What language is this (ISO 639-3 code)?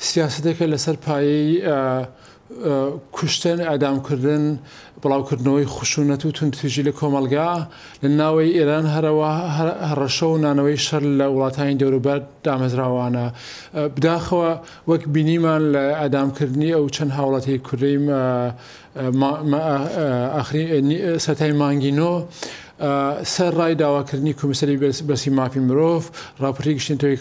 ckb